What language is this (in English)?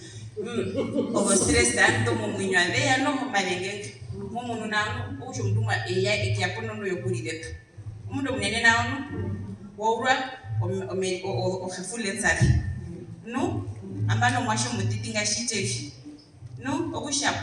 Herero